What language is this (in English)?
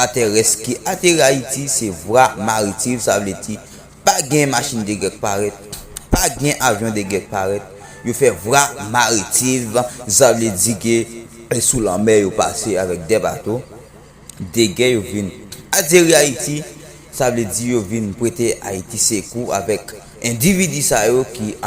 Haitian Creole